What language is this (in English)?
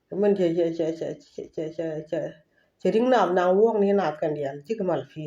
Nuer